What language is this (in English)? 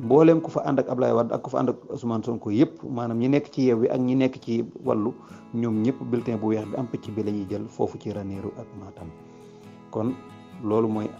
Wolof